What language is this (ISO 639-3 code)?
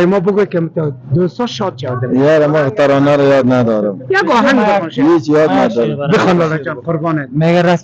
fas